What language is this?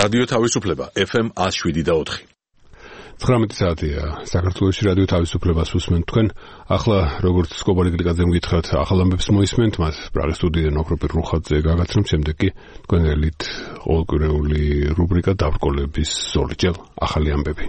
Georgian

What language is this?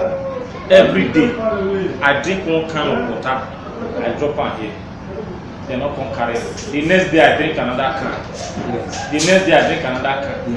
Nigerian Pidgin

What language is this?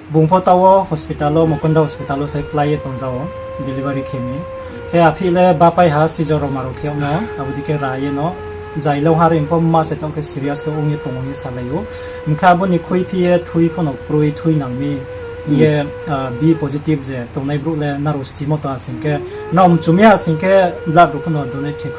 Riang (India)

